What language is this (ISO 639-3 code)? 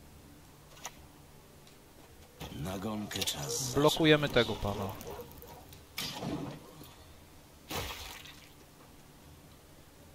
pol